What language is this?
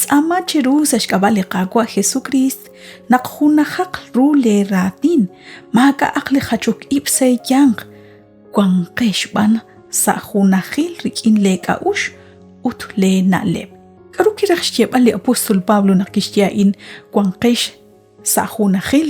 Kekchí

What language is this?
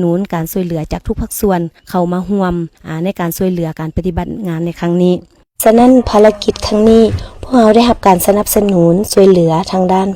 Lao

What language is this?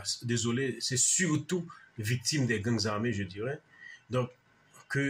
Haitian Creole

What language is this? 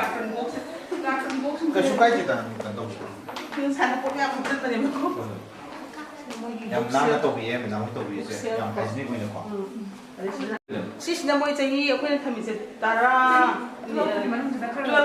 Manipuri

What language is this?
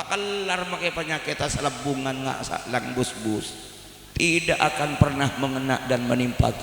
Madurese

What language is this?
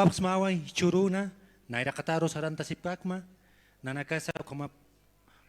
Aymara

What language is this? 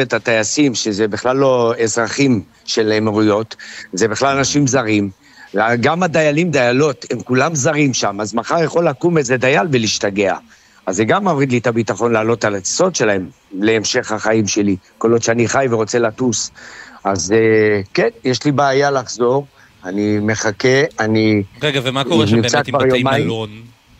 Hebrew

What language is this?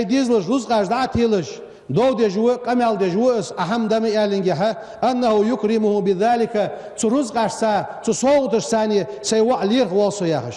Ingush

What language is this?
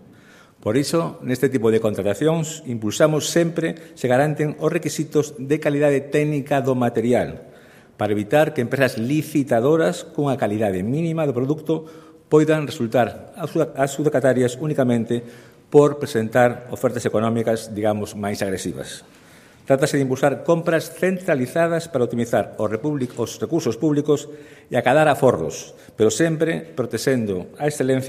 Galician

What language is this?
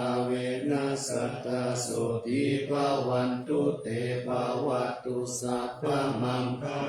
Pali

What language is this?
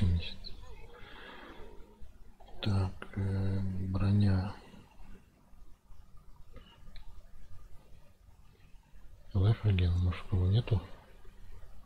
Russian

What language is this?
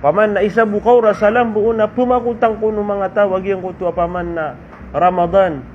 Maranao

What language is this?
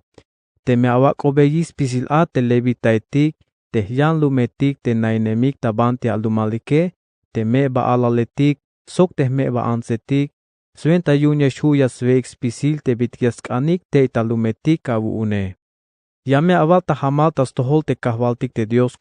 Tzeltal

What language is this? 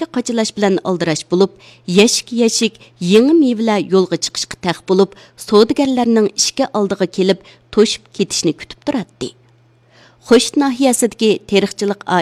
Uyghur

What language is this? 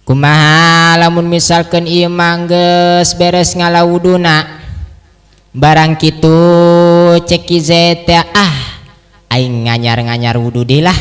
Sundanese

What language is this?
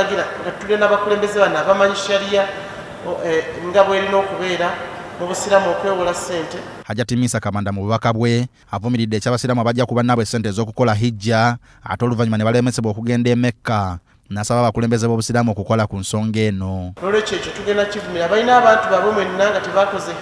Ganda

